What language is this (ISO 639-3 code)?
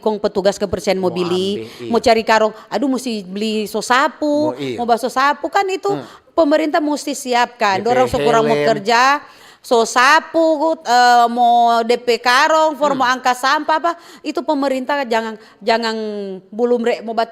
xmm